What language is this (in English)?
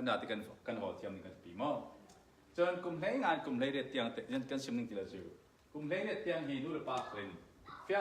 Falam Chin